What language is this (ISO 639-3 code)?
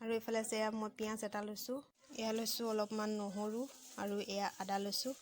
asm